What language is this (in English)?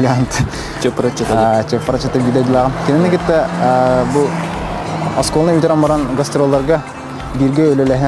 Yakut